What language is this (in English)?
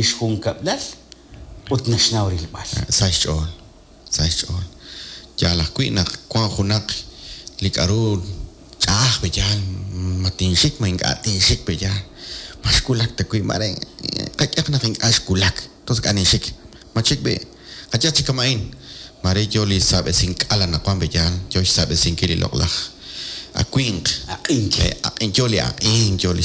Kekchí